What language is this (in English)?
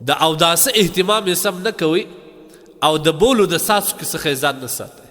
Pashto